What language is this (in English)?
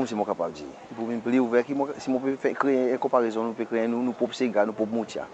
Seselwa Creole French